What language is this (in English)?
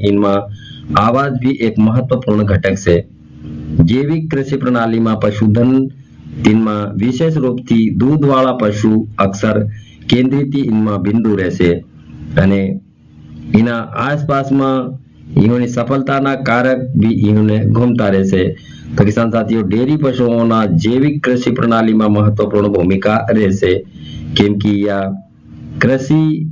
Gujarati